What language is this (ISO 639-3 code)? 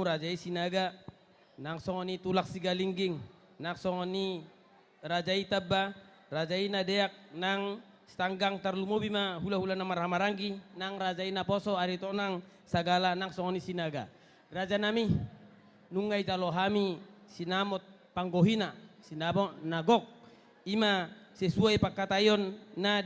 bbc